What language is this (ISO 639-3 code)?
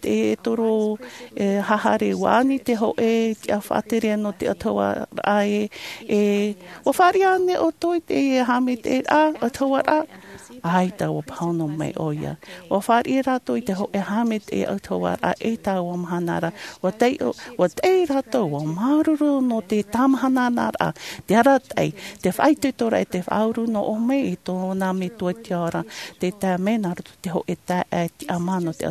tah